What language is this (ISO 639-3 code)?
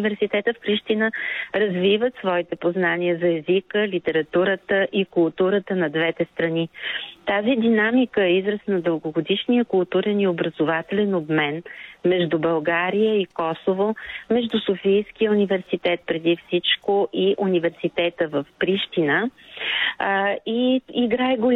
bul